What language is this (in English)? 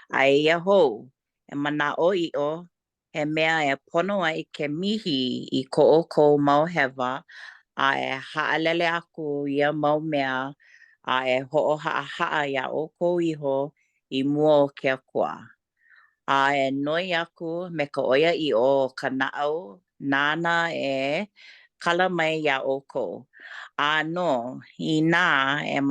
Hawaiian